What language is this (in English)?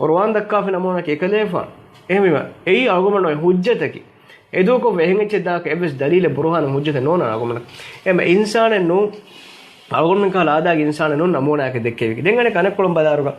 Divehi